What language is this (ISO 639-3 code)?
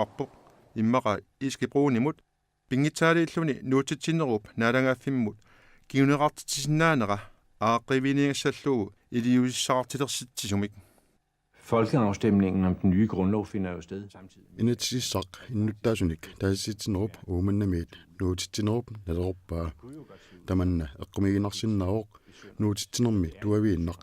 kal